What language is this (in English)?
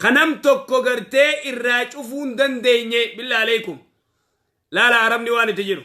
Oromo